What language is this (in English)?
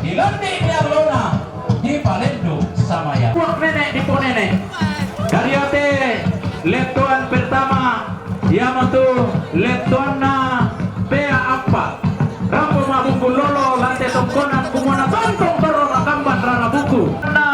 Toraja-Sa'dan